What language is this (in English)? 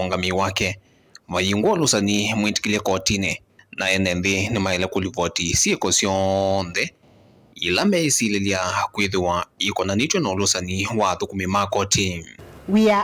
Kamba